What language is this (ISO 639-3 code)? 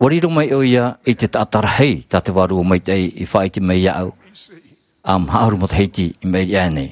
tah